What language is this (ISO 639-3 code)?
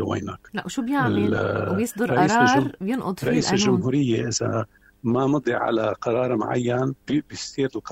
apc